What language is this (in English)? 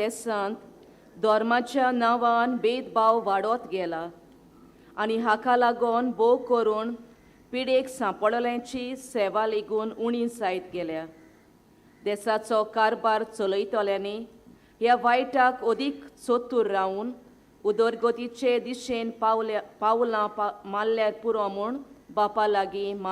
Konkani